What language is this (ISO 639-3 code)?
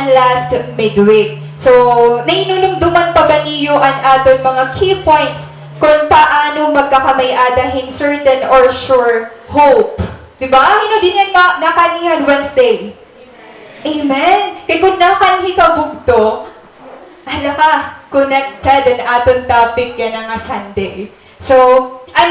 war